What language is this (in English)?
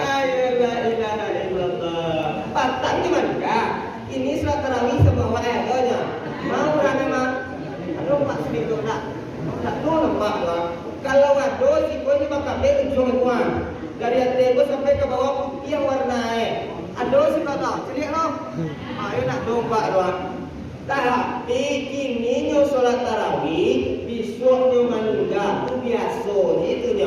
Minangkabau